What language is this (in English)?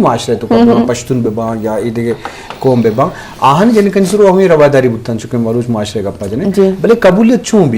Eastern Balochi